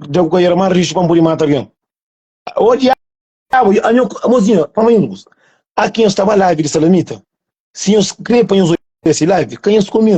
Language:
Kabuverdianu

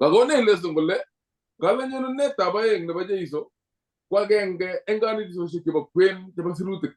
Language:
Kalenjin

